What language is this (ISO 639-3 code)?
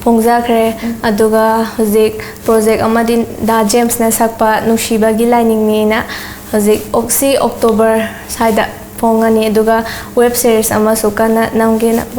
mni